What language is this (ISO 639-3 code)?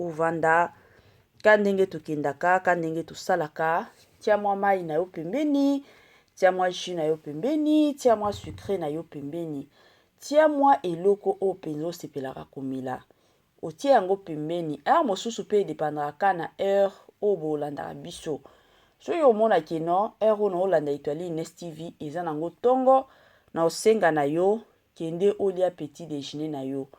lin